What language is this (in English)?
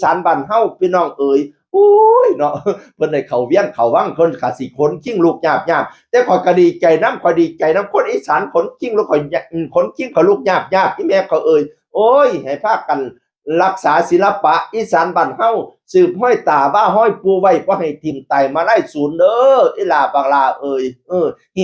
Northeastern Thai